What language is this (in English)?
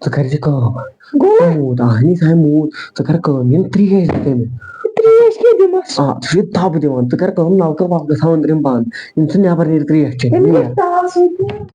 Kashmiri